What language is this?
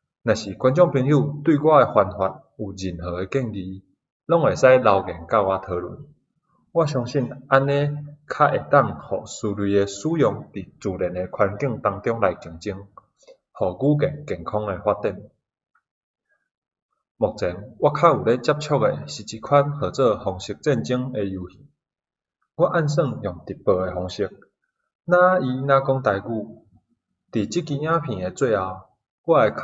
Min Nan Chinese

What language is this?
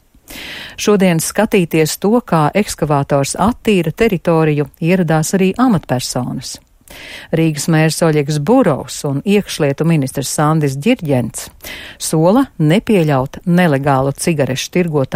Latvian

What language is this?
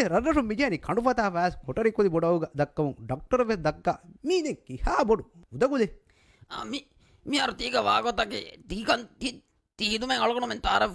Divehi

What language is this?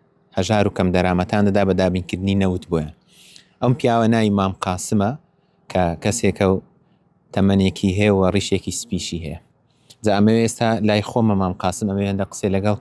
Central Kurdish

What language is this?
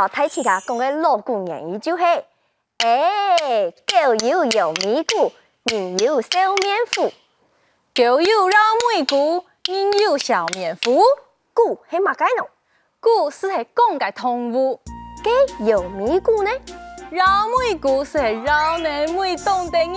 Hakka Chinese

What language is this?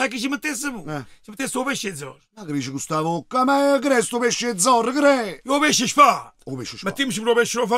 Neapolitan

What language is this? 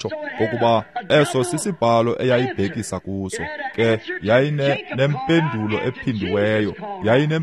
Xhosa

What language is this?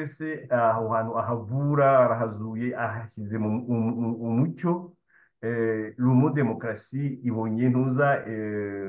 Kinyarwanda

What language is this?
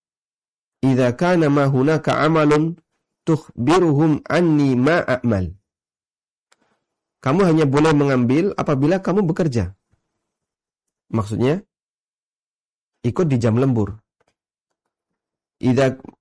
Indonesian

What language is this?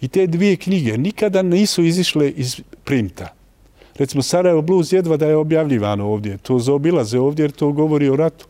Bosnian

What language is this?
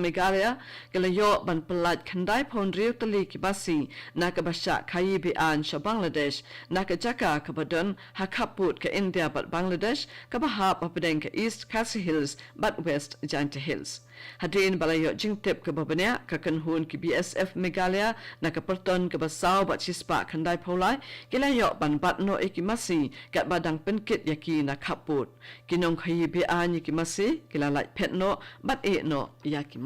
Khasi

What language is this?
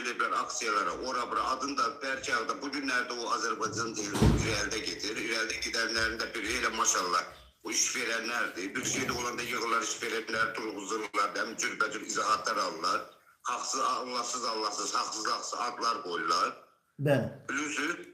Azerbaijani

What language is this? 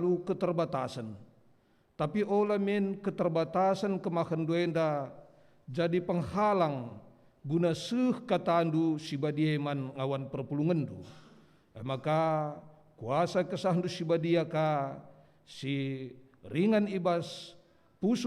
Batak Karo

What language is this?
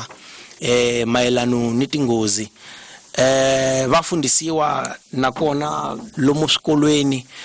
Tsonga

